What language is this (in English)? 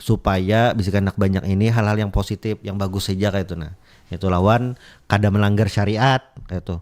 Banjar